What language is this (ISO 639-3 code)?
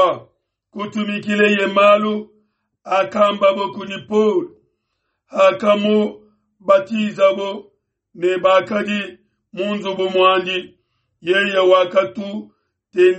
lua